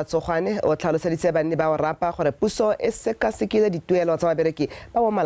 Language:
Tswana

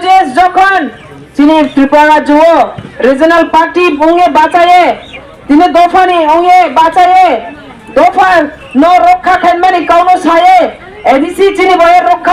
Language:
Riang (India)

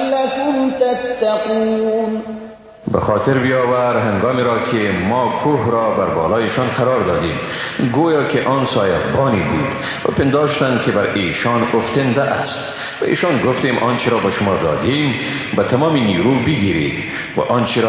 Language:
Persian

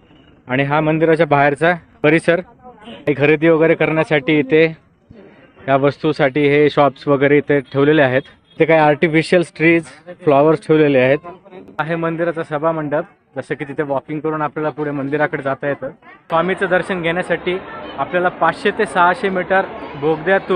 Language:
Marathi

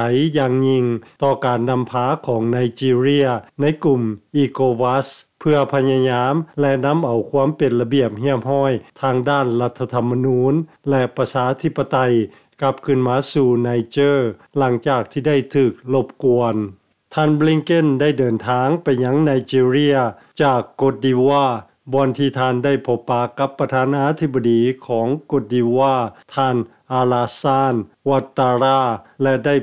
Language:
Lao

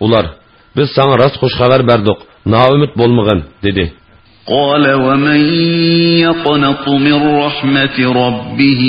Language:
Uyghur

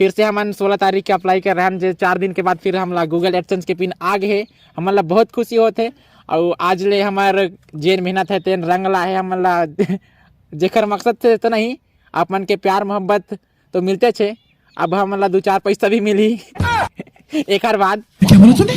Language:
Chhattisgarhi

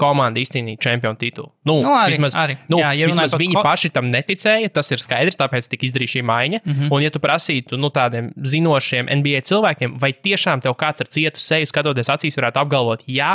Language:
Latvian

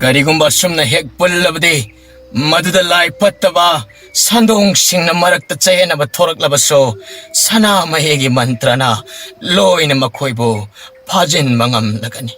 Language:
Manipuri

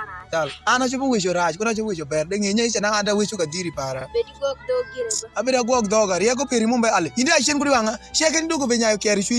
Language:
Alur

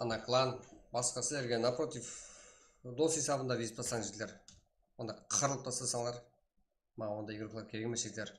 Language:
Kara-Kalpak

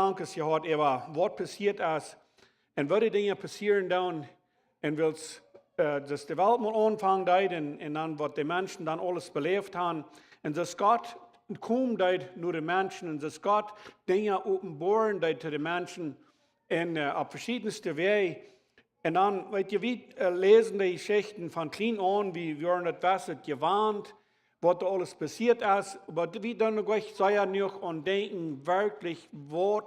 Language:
Plautdietsch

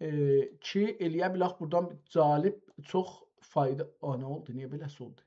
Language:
South Azerbaijani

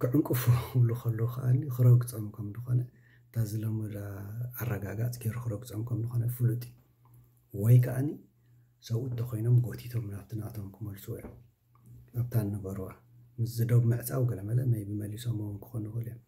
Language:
Tigrinya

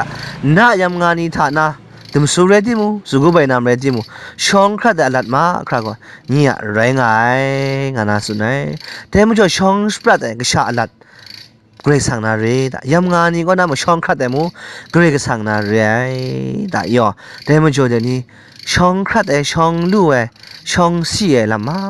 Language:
Kachin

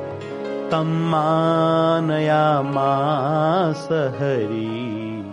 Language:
Gujarati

